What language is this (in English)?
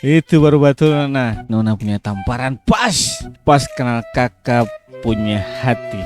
Ambonese Malay